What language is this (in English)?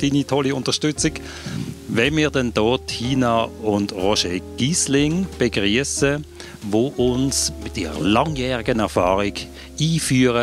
Swiss German